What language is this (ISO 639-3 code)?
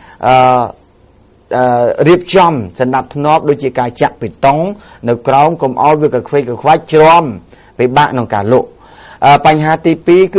khm